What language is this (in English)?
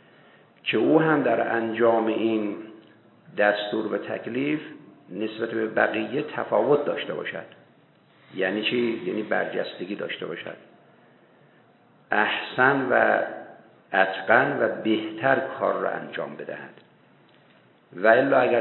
Persian